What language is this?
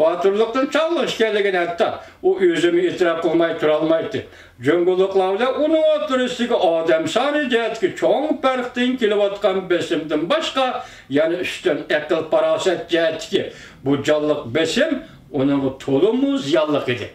Uyghur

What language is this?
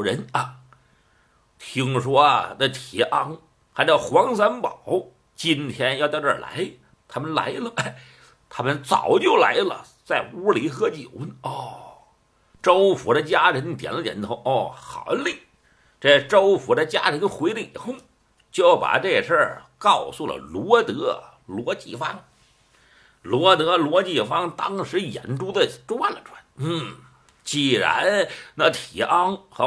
Chinese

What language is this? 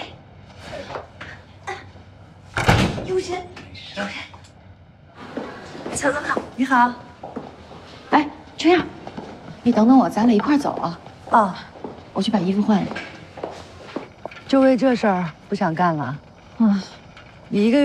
Chinese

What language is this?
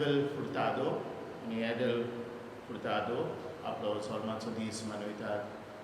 Konkani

